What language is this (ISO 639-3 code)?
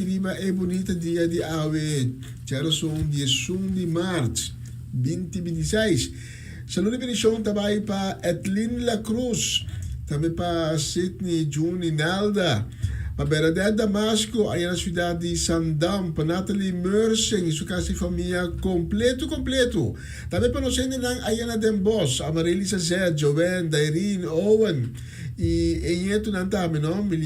pap